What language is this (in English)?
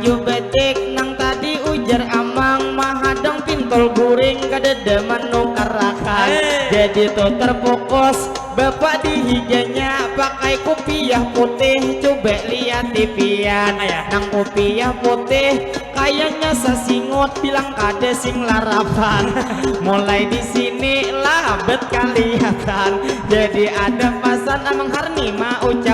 Banjar